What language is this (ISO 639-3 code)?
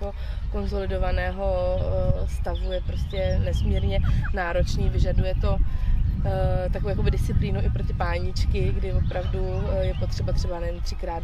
ces